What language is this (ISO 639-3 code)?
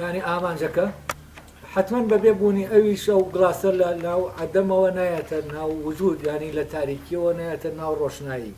ckb